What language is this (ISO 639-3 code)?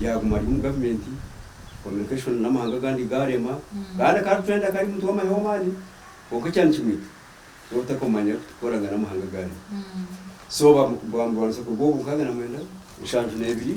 nyn